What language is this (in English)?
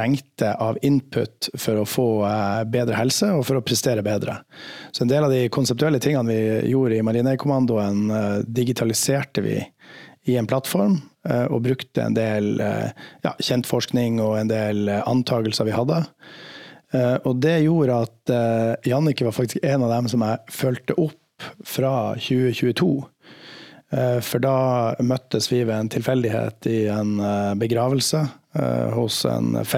Norwegian